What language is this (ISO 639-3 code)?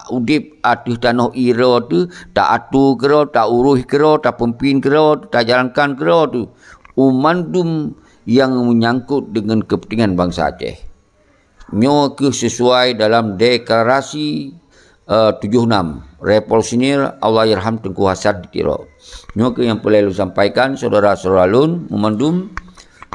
ace